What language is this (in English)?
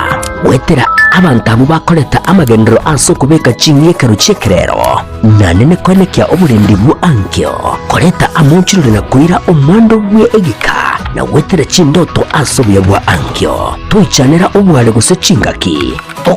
Gusii